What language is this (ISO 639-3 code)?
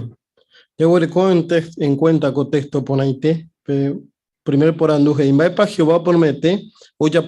grn